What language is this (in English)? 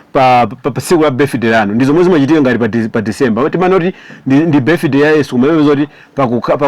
Nyanja